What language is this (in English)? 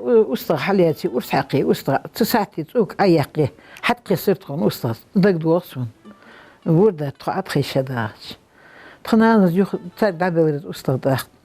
Ingush